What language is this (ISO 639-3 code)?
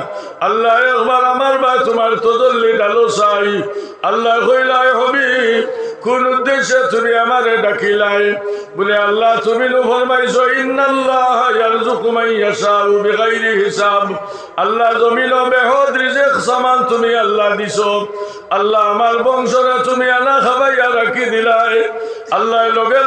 syl